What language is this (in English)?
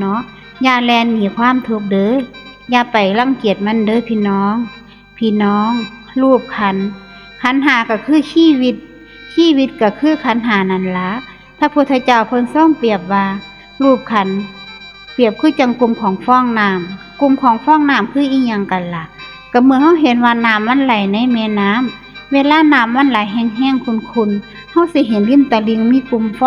Northeastern Thai